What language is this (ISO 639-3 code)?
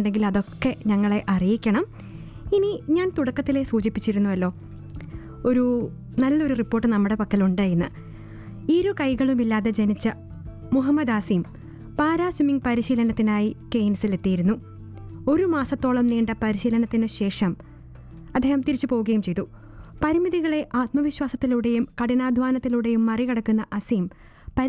mal